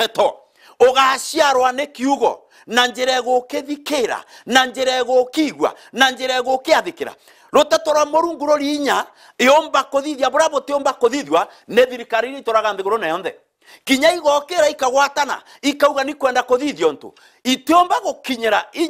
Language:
Meru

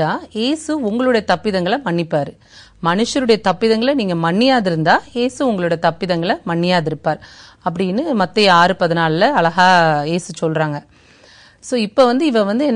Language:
Tamil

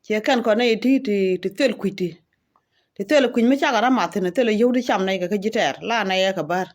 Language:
Nuer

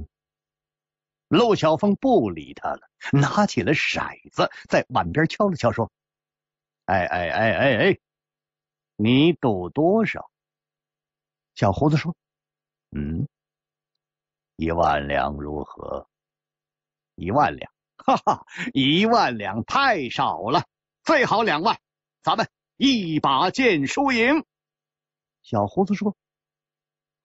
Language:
Chinese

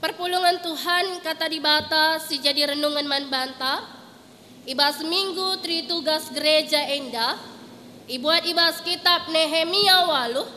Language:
Batak Karo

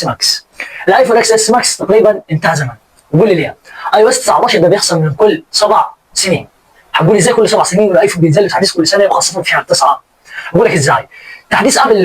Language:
Egyptian Arabic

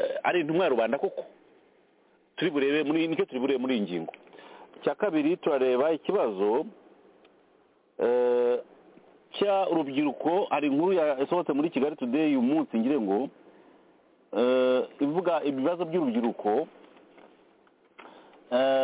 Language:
Kinyarwanda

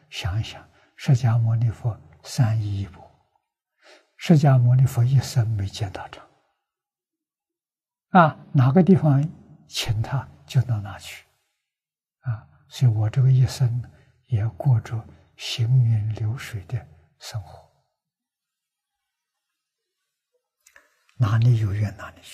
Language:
Chinese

